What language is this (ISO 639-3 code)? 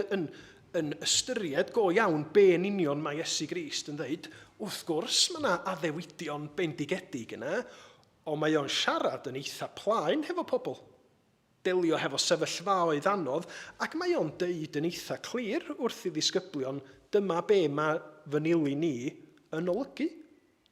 cym